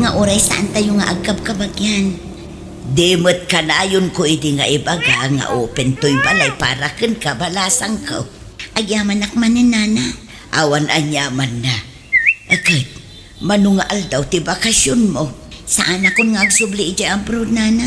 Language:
Iloko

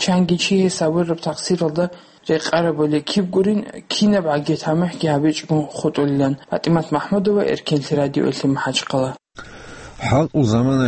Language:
Avaric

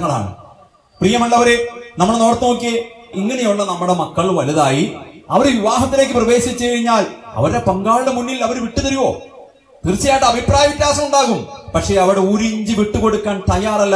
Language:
Malayalam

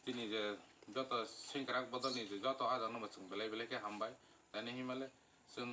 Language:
Kok Borok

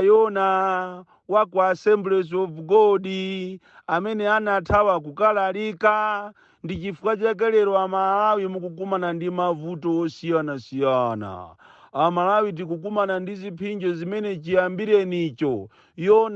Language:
Nyanja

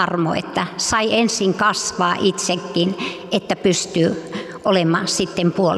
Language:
Finnish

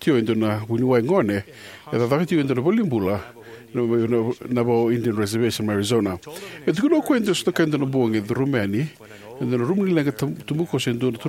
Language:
Fijian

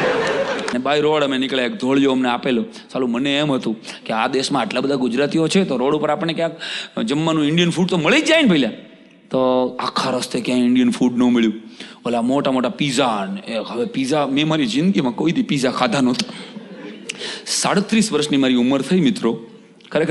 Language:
Gujarati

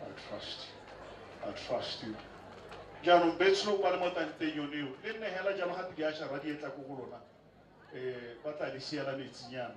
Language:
Tswana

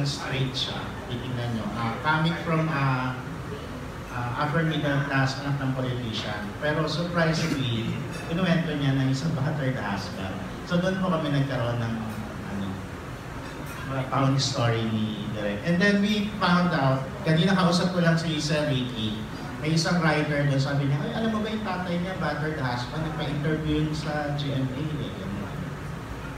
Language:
Filipino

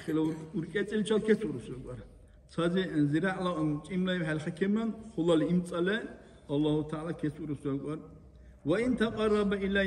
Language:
Dargwa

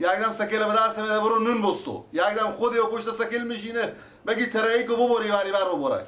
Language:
Persian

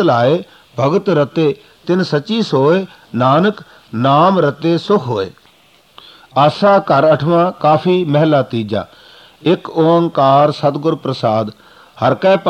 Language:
Punjabi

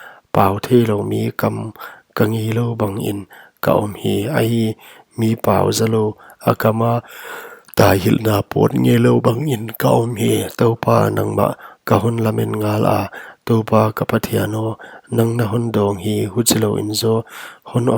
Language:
Paite Chin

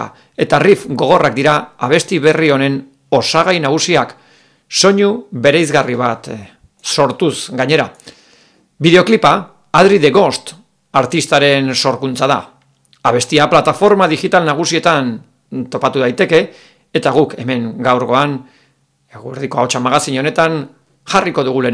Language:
Basque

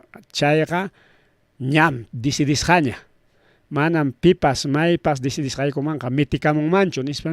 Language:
Ayacucho Quechua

